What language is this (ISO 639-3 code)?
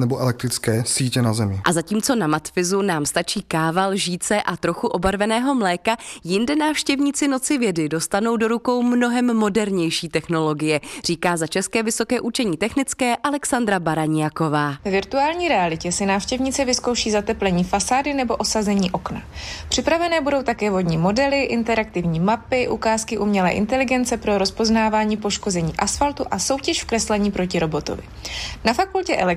ces